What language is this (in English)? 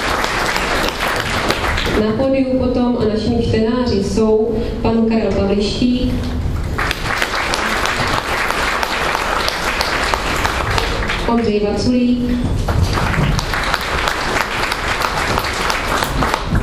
Czech